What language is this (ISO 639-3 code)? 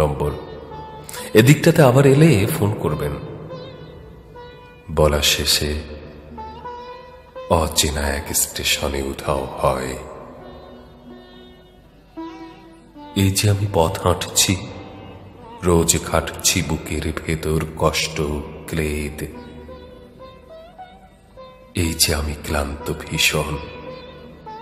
ben